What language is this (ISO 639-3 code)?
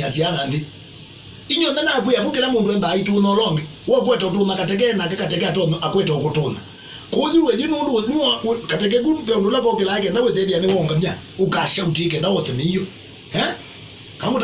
kam